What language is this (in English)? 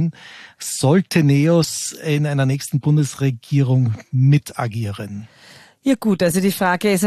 German